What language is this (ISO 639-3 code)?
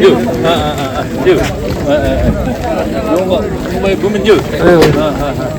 nag